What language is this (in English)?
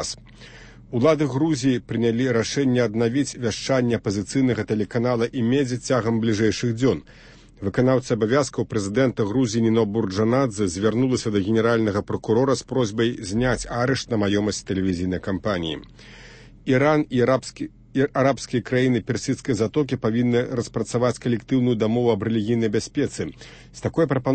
Belarusian